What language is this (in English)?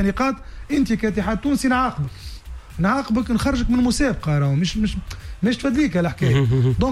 Tunisian Arabic